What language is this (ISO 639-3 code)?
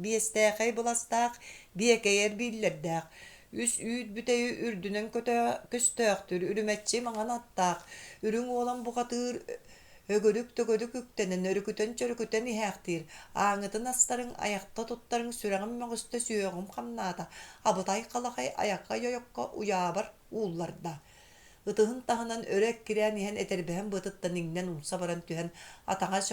sah